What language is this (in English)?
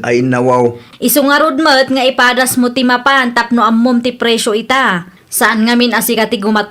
Iloko